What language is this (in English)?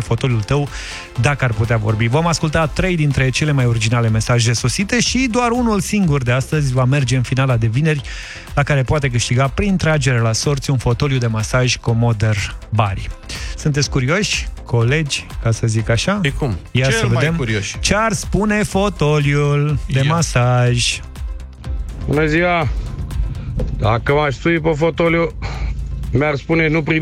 Romanian